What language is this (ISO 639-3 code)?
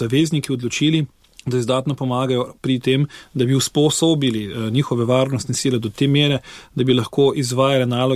slv